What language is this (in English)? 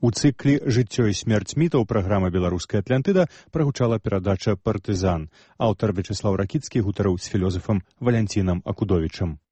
Belarusian